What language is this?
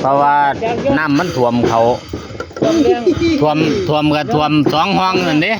Northeastern Thai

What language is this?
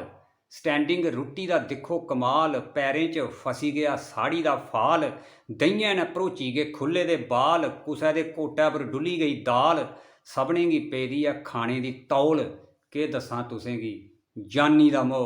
Dogri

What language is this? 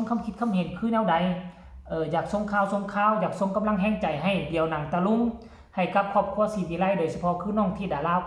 Northeastern Thai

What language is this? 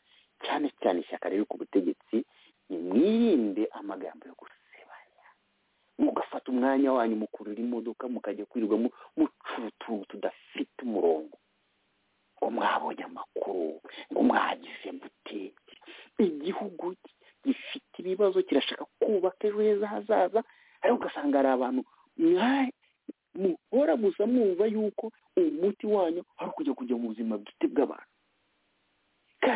Kinyarwanda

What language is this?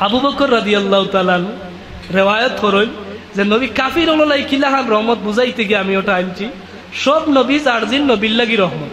Sylheti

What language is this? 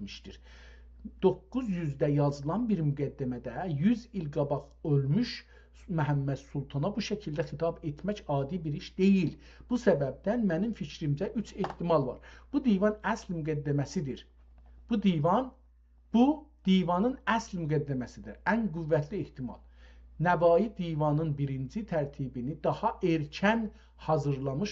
South Azerbaijani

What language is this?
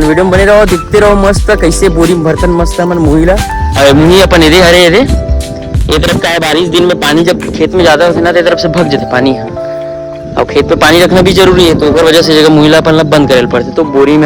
Chhattisgarhi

